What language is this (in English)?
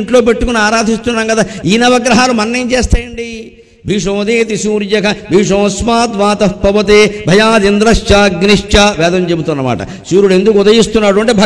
Telugu